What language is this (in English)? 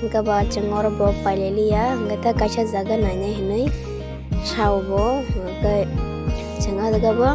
Kok Borok